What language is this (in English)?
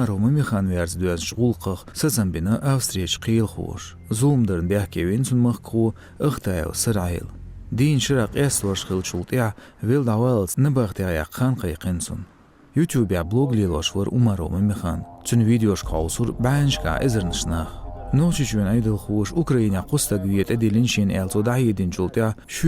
Chechen